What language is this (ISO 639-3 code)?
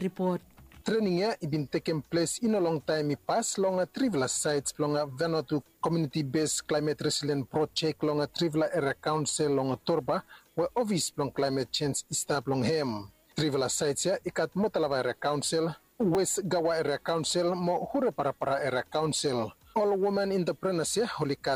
bis